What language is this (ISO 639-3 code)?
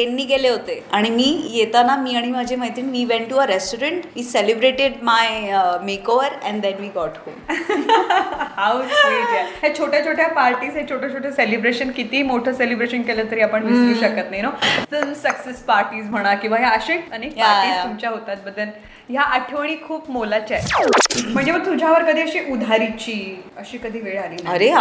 mar